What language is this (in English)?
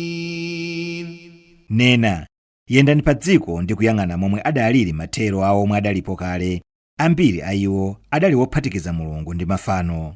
Nyanja